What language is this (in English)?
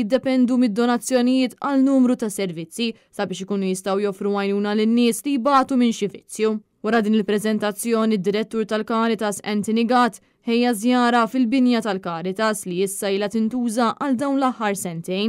Maltese